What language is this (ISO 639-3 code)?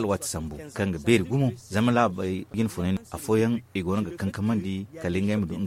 dje